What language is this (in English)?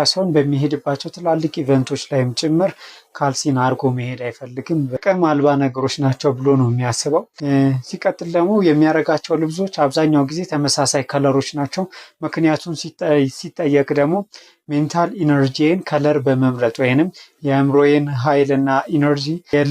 Amharic